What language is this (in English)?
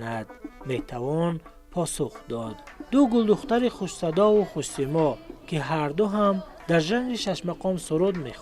Tajik